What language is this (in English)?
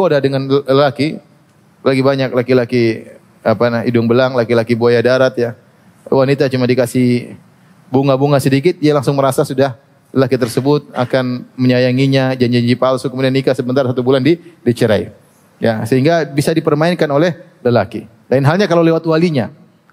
Indonesian